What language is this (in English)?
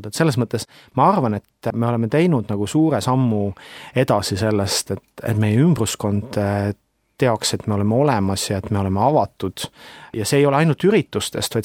Estonian